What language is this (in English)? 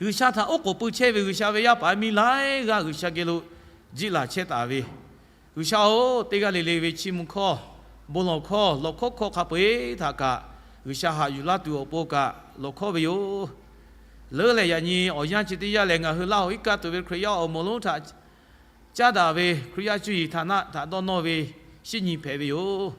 Lahu